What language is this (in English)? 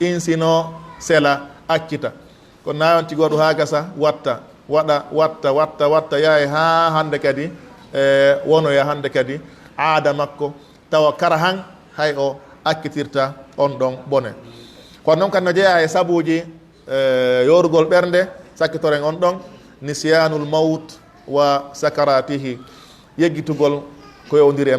Fula